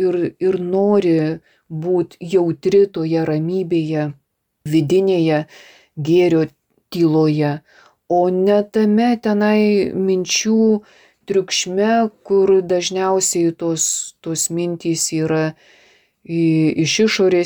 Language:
Lithuanian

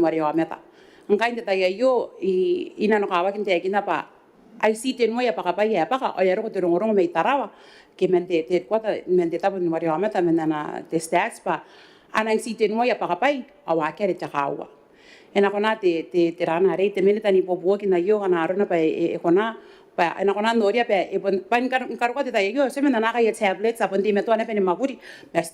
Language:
Gilbertese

